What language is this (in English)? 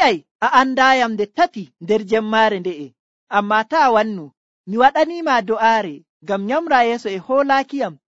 Nigerian Fulfulde